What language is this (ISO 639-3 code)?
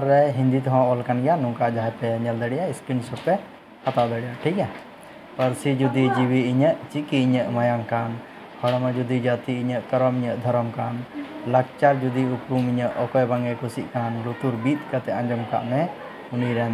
sat